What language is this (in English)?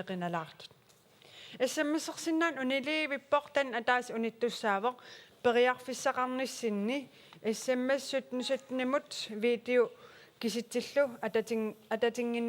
Kalaallisut